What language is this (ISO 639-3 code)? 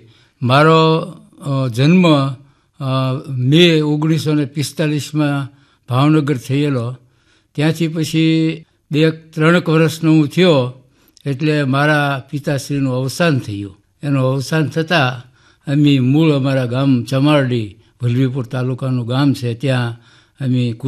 guj